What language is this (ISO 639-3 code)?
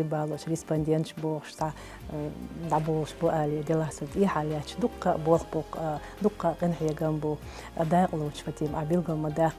che